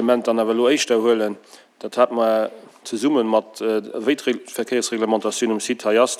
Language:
Luxembourgish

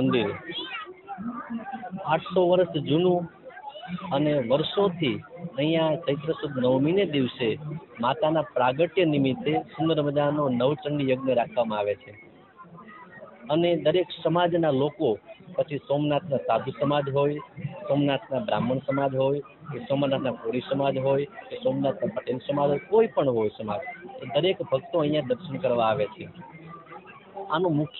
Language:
Gujarati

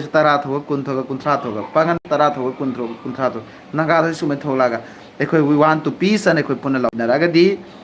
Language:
Manipuri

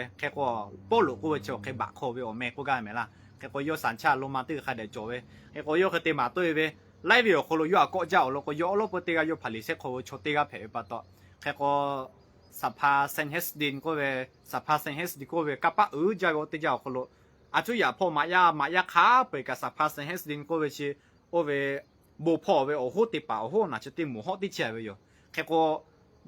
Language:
Lahu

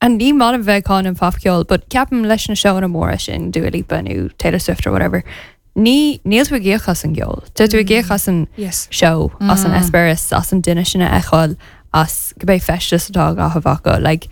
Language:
Irish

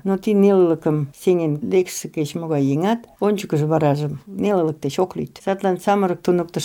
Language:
Mari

